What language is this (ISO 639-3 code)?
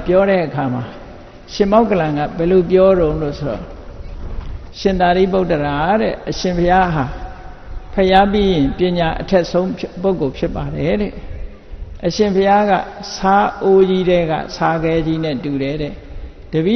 mya